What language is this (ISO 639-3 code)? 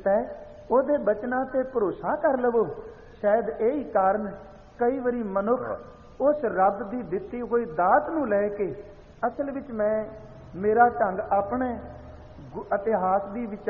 pan